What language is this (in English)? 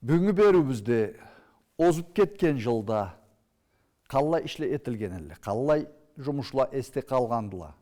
Karachay-Balkar